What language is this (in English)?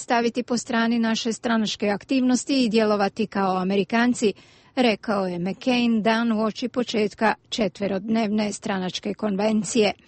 Croatian